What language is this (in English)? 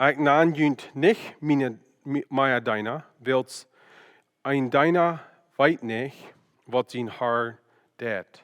Plautdietsch